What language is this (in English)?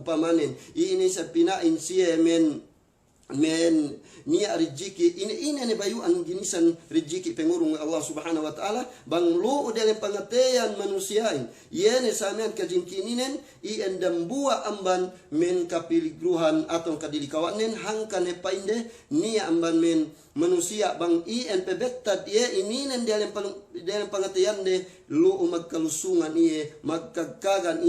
Yakan